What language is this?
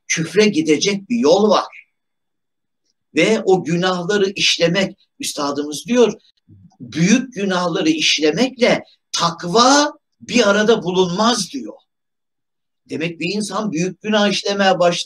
Turkish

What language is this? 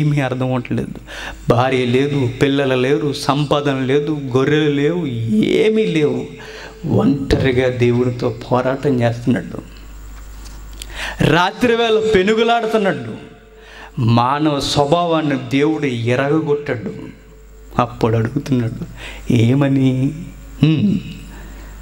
Telugu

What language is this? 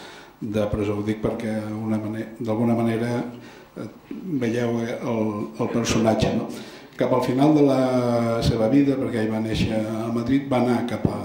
Catalan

